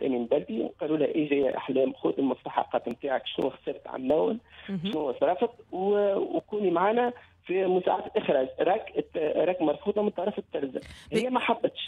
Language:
Tunisian Arabic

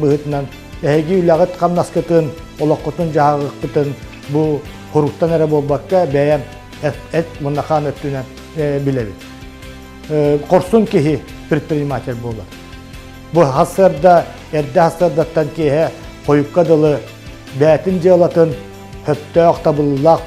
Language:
Yakut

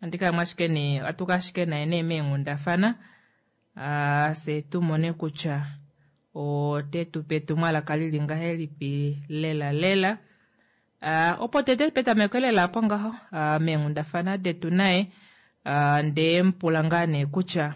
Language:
Kuanyama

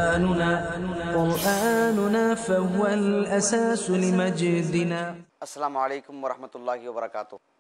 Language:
Urdu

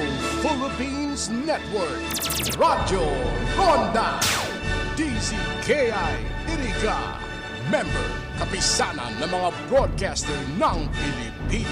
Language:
Bikol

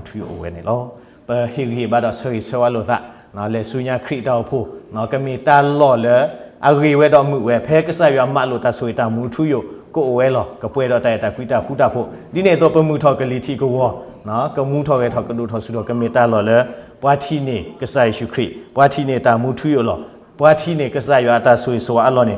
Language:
S'gaw Karen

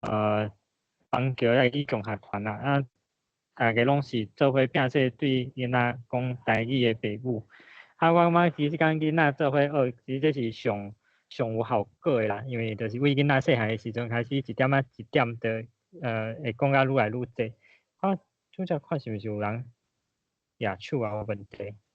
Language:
Min Nan Chinese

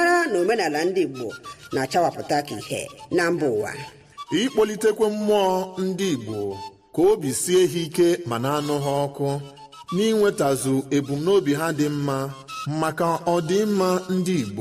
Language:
Igbo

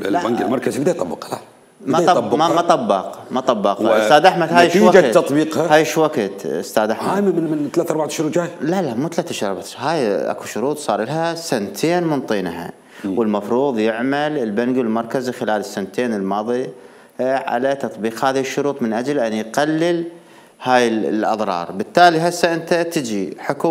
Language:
Mesopotamian Arabic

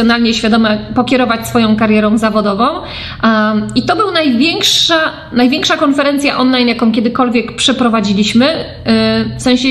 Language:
Polish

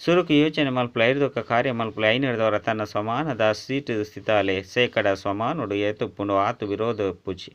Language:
Tulu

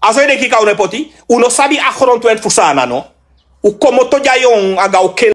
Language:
Sranan Tongo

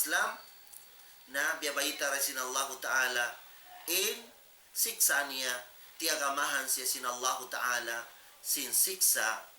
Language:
Tausug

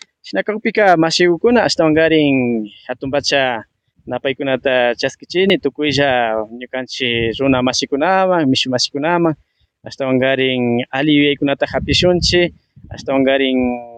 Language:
Imbabura Highland Quichua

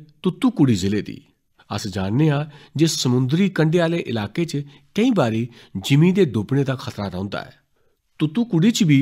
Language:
Dogri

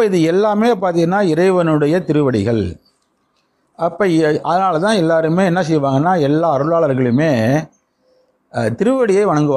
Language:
Tamil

